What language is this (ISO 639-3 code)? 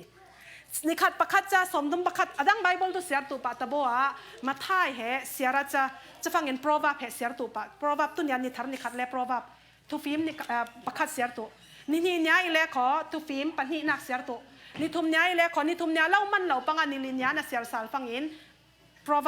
cfm